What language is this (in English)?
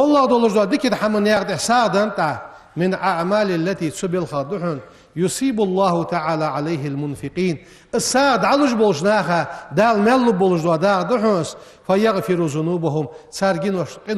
Ingush